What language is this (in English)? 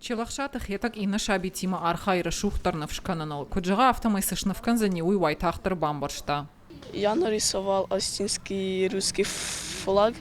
Ossetic